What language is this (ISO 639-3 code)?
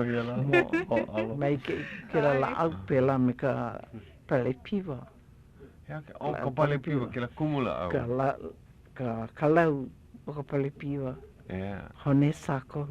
haw